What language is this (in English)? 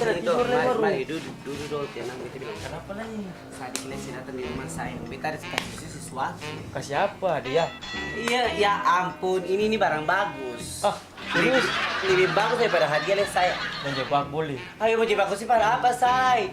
Ambonese Malay